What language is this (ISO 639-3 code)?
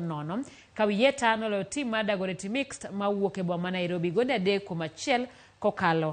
luo